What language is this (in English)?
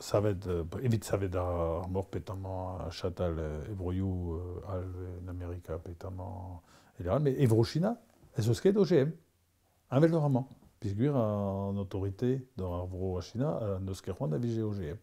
Breton